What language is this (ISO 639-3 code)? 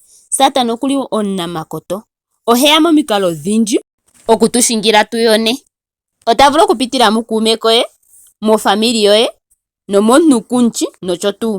ndo